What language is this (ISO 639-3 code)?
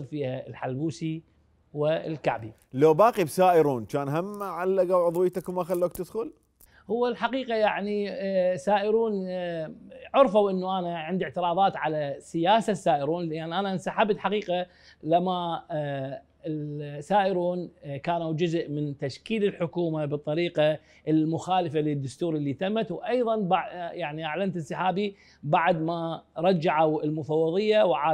acm